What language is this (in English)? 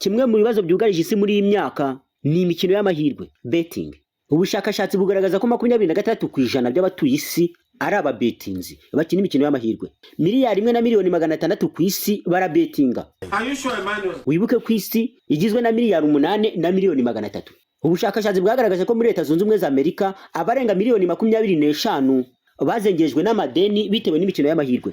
Kinyarwanda